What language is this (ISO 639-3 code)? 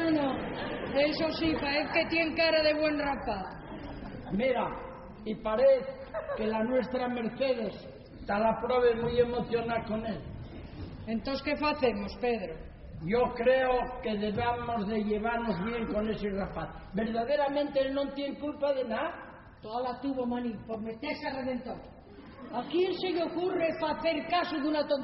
ast